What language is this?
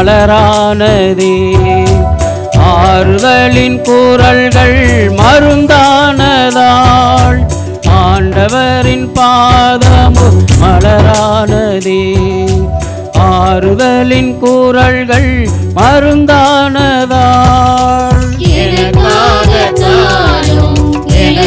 Tamil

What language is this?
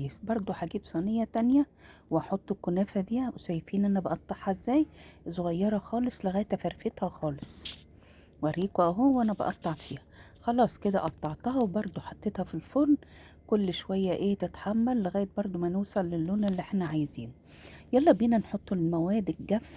Egyptian Arabic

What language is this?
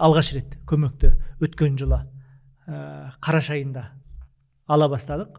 Kazakh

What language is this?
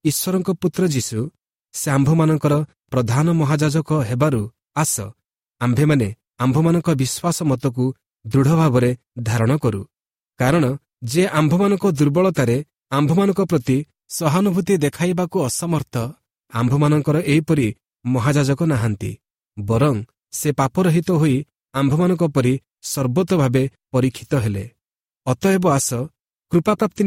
Odia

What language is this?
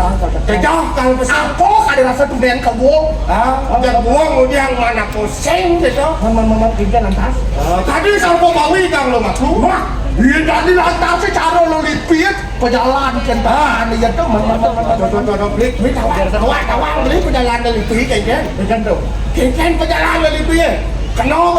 Balinese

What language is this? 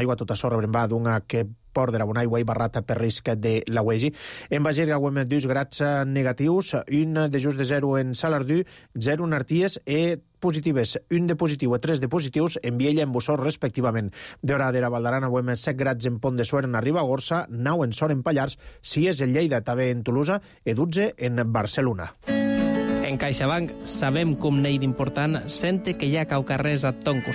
Catalan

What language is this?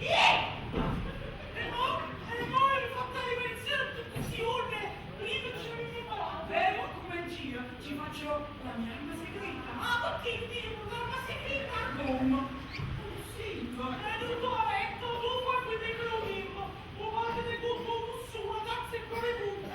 Neapolitan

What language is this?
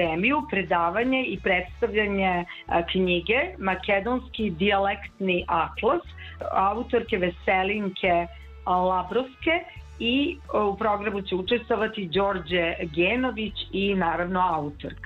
Serbian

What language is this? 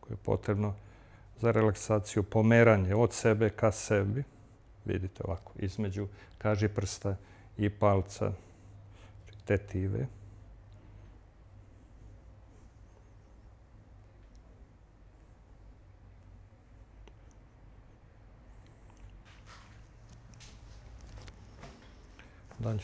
Serbian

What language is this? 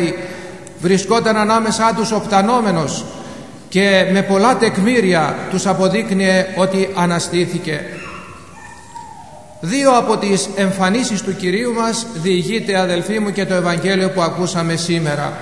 Greek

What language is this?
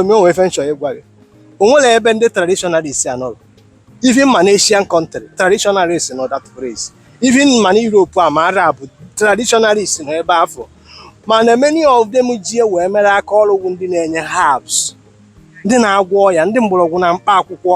Igbo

